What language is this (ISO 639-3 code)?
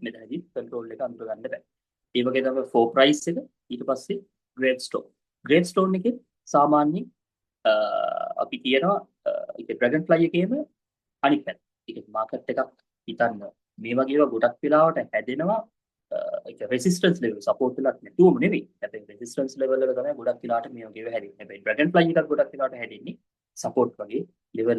sin